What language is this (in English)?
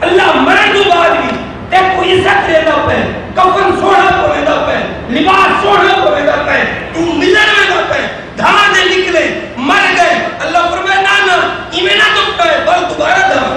Saraiki